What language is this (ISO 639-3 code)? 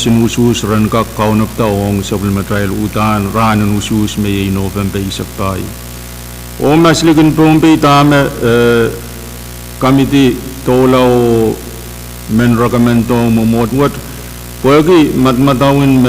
pon